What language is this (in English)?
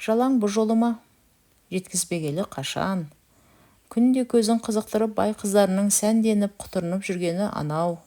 Kazakh